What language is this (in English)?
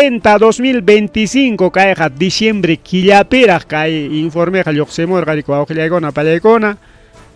Ayacucho Quechua